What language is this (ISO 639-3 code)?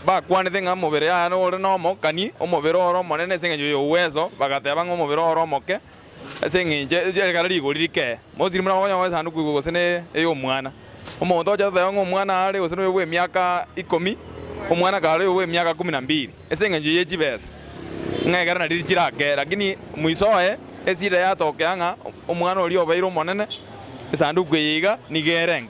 guz